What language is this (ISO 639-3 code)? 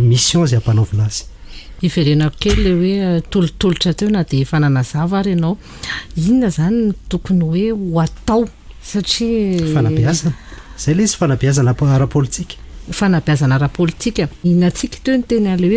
mlg